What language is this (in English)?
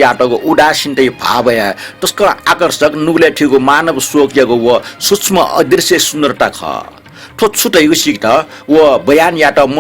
Newari